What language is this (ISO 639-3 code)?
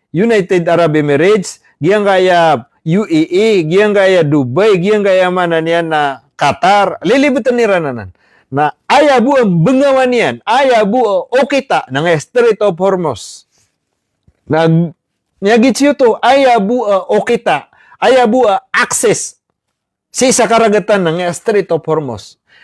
mrw